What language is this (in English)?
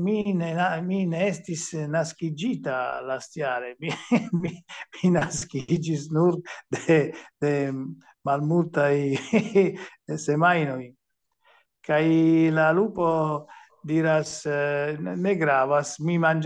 Esperanto